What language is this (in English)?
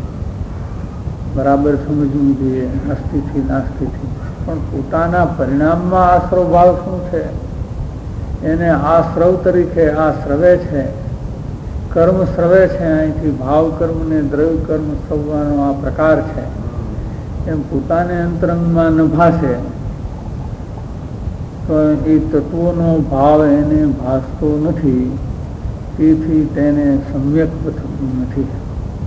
Gujarati